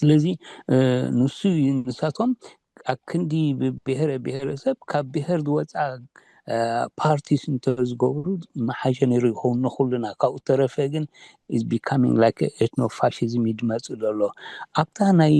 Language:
Tigrinya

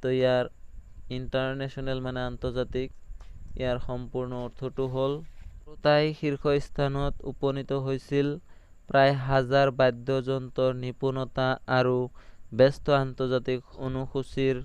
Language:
Assamese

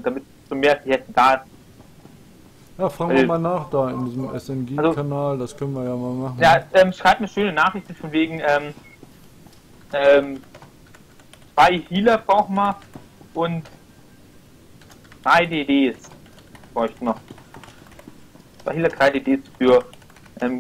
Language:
German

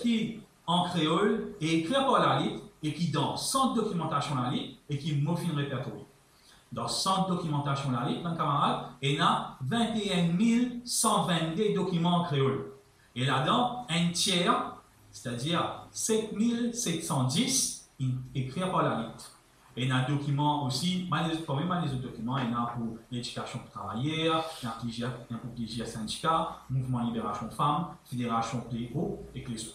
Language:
Morisyen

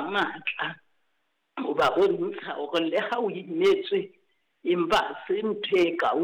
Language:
Southern Sotho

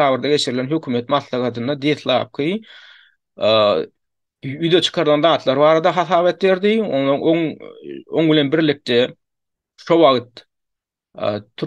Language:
Turkmen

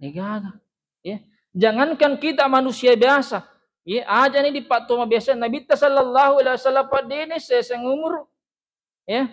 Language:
Buginese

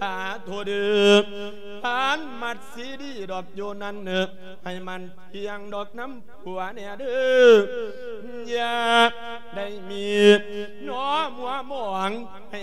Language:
Lao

